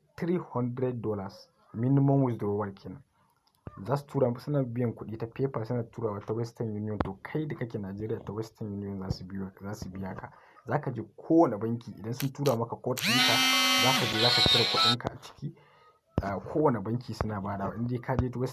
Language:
Hausa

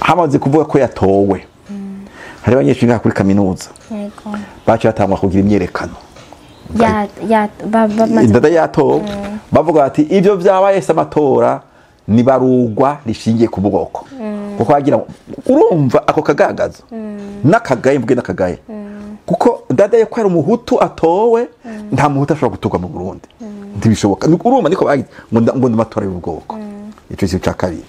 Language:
Rundi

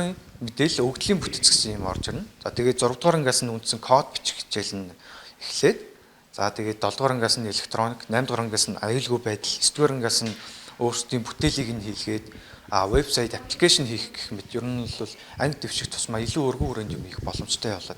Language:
Mongolian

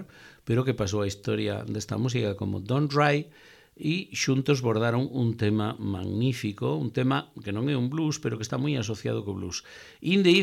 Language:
Galician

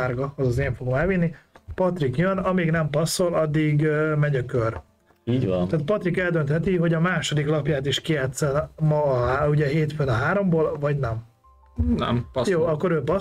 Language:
Hungarian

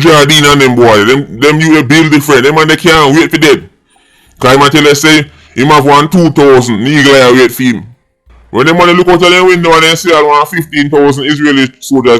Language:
Jamaican Creole English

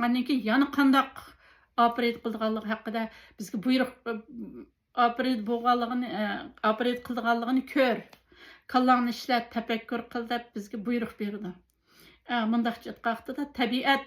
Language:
Uyghur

